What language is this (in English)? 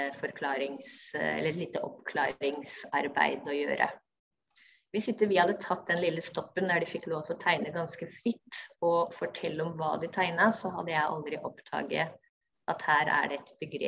Norwegian